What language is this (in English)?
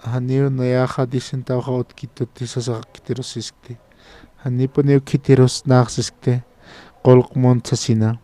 Aymara